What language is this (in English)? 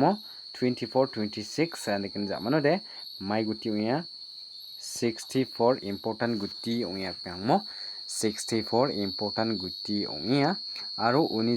Garo